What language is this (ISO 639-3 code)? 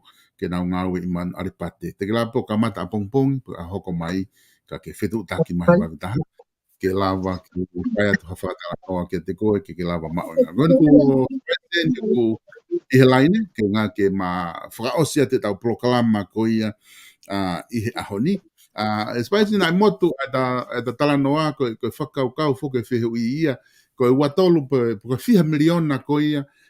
ton